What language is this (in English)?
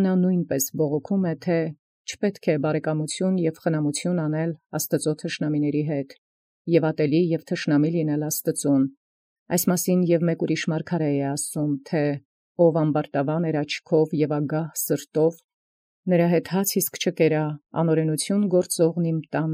Armenian